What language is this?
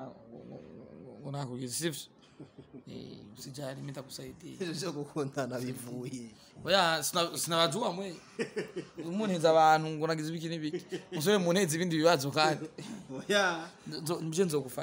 Rundi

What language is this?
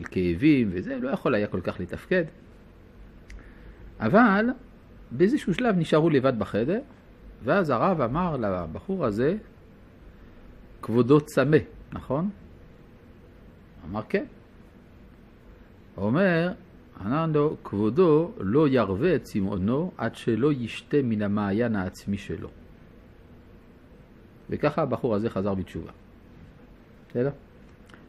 Hebrew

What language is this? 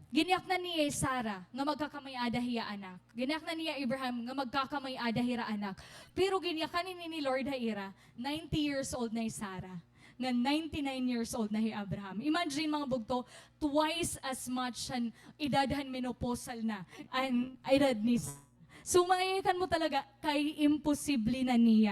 Waray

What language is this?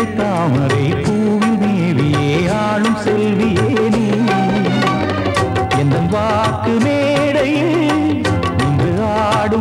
Tamil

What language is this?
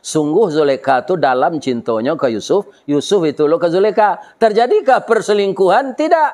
Minangkabau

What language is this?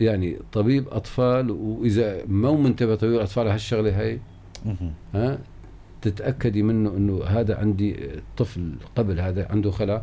North Levantine Arabic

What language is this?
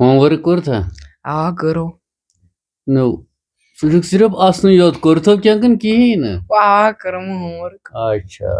Kashmiri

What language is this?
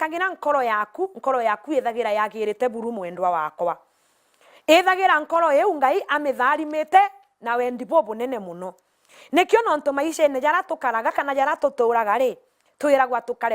Meru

